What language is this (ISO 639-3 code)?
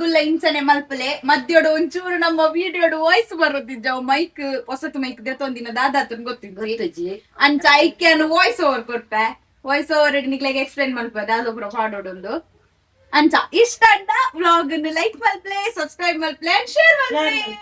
tcy